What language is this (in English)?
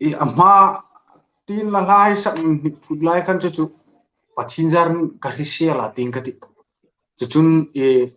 Hmar